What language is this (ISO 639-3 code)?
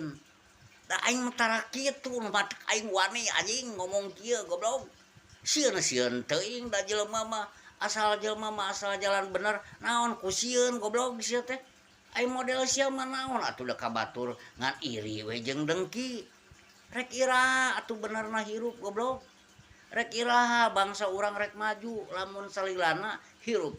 sun